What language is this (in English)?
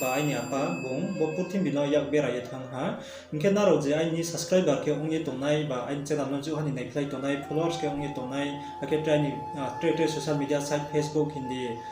Riang (India)